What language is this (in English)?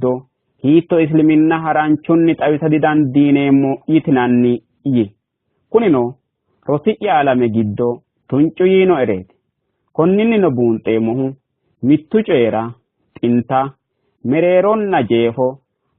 Sidamo